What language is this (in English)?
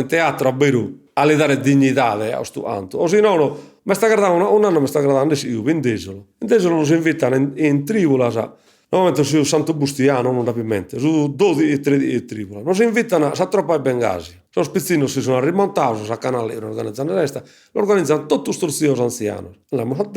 Sardinian